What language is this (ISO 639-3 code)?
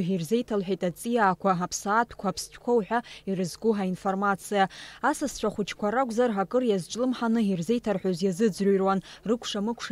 abk